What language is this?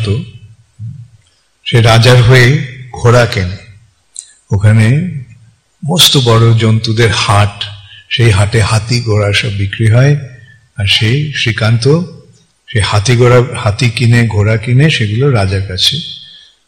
Bangla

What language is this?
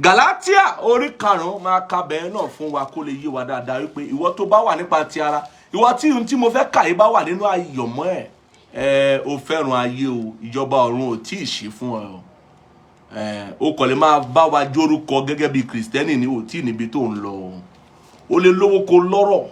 Yoruba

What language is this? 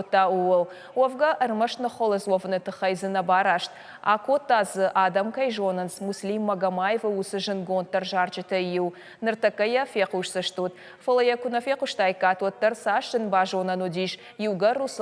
Ossetic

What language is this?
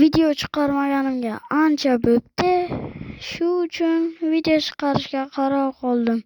Uzbek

